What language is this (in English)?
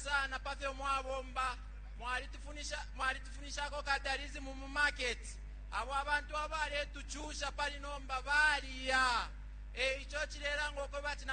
Bemba